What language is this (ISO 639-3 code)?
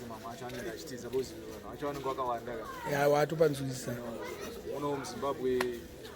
sna